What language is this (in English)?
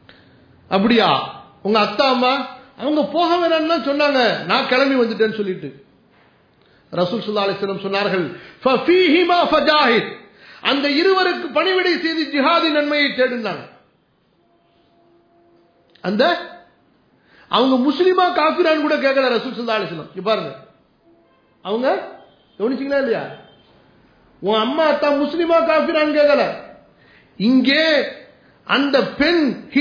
Tamil